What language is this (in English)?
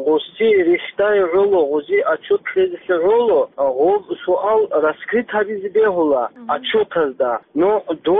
Avaric